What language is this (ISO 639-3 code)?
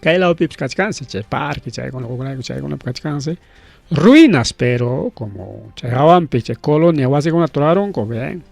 quy